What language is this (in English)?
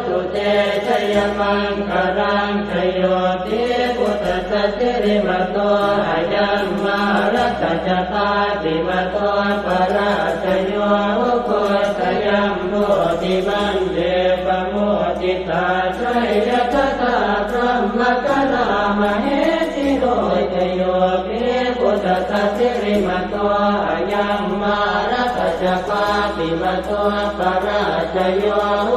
Pali